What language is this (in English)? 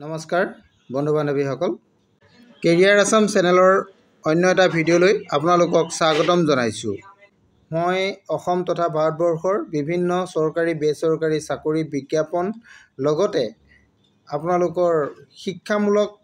Assamese